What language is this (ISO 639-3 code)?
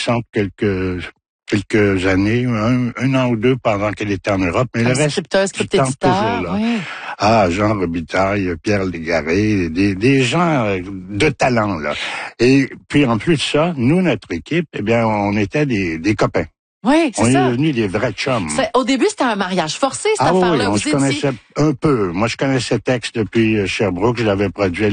fra